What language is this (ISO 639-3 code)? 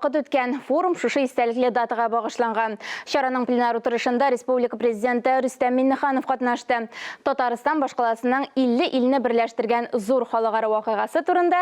tat